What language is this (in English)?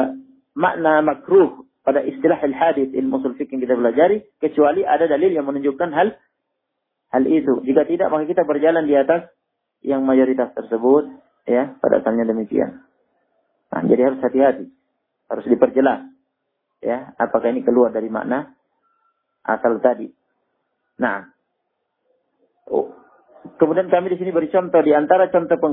Indonesian